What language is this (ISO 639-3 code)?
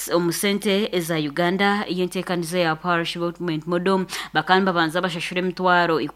nyn